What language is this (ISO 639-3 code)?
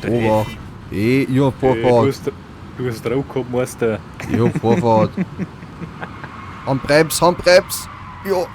bar